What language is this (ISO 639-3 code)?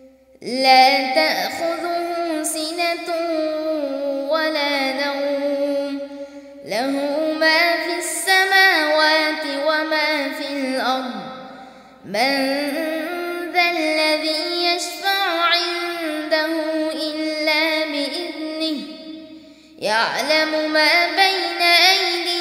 ara